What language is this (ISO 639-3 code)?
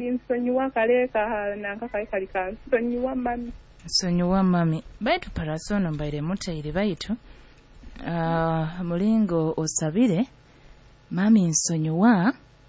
nyo